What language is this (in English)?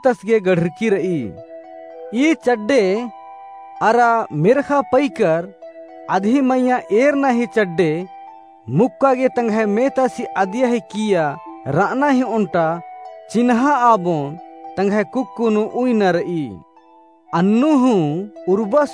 Kurukh